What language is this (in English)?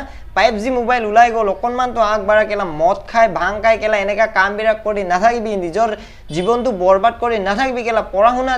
Assamese